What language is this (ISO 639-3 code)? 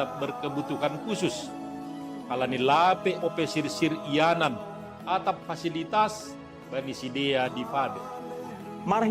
bts